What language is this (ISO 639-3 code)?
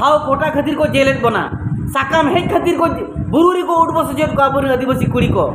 sat